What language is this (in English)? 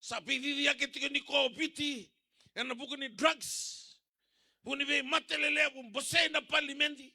Fijian